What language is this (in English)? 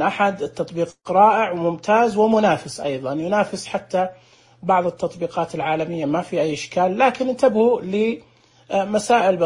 Najdi Arabic